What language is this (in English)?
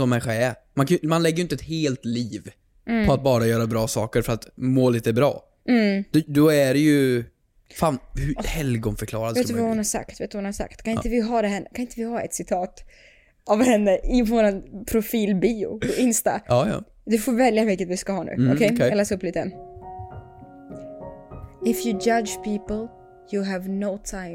Swedish